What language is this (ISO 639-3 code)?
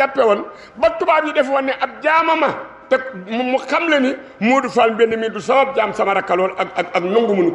wol